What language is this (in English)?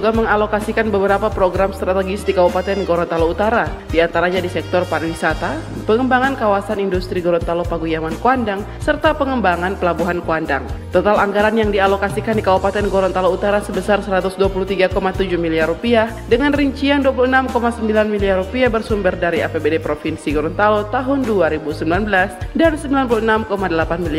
Indonesian